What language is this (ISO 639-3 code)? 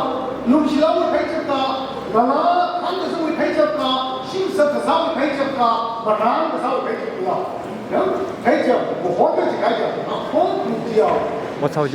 nmf